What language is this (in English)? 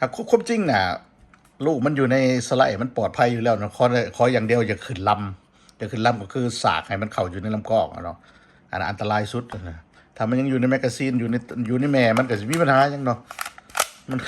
Lao